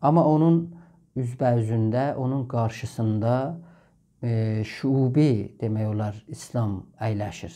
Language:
South Azerbaijani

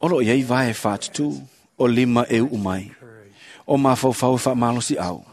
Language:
Samoan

